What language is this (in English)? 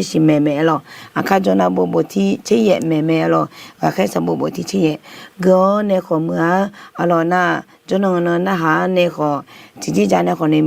Akha